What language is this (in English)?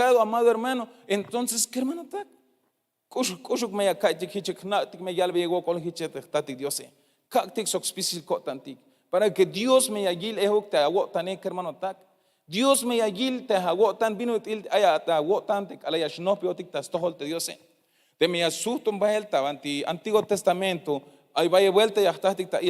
Tzeltal